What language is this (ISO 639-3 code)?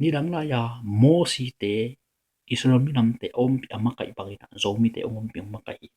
ctd